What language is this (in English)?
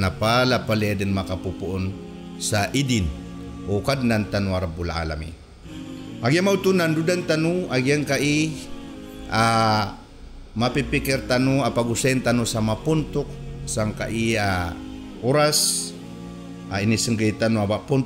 Maranao